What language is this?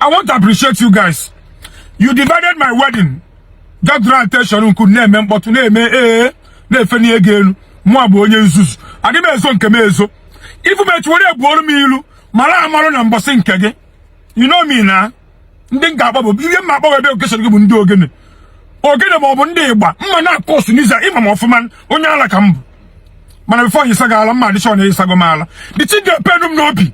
Igbo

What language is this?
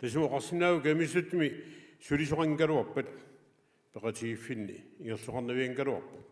Kalaallisut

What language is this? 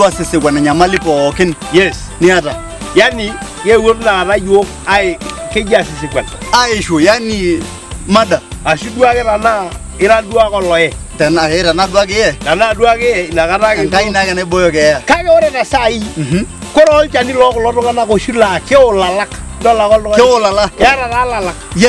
Masai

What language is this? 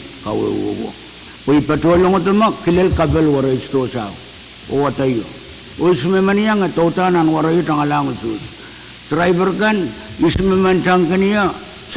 Pohnpeian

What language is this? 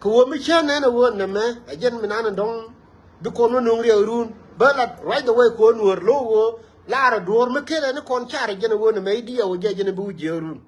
Nuer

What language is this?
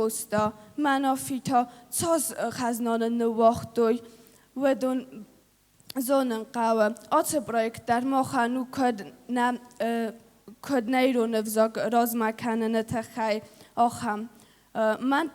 Ossetic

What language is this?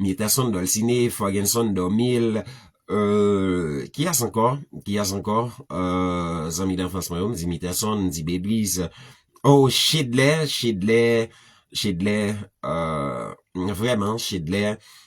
Haitian Creole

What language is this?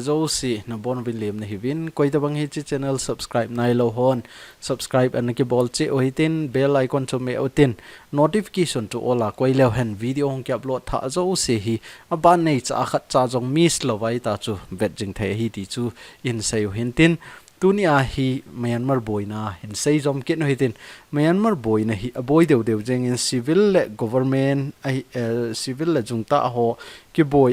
Thado Chin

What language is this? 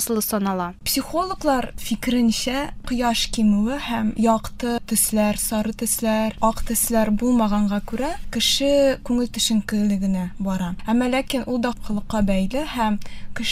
Tatar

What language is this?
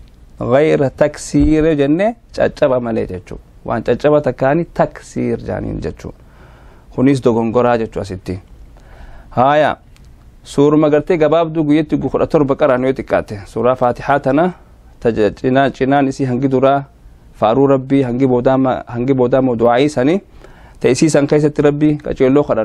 Oromo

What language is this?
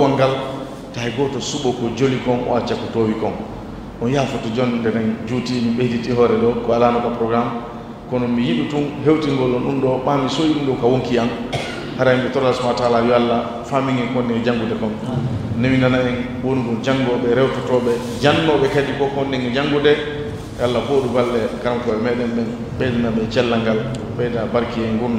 Fula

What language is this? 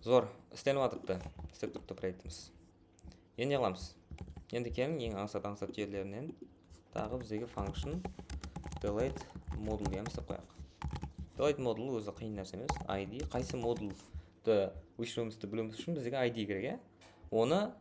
Kara-Kalpak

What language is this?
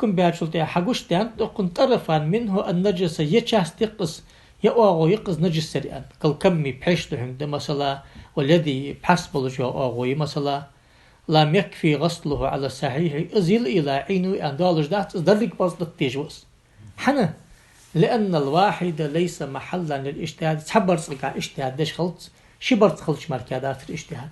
Ingush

